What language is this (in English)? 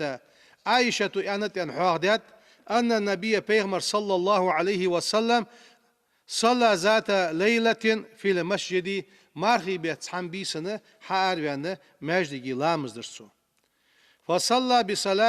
Ingush